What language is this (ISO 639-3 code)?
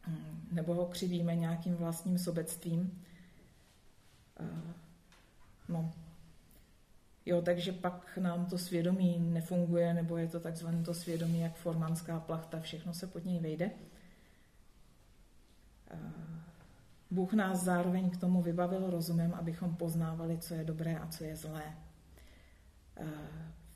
ces